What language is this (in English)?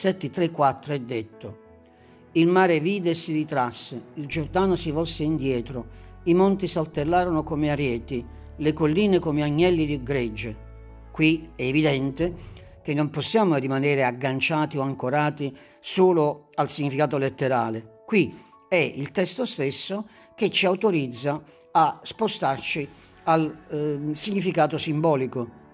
Italian